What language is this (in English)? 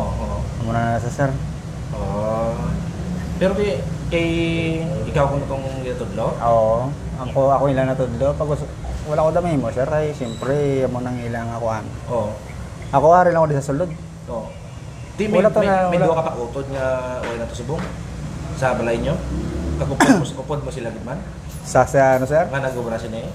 Hiligaynon